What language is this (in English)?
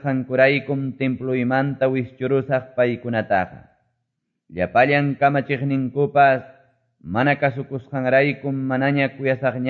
Quechua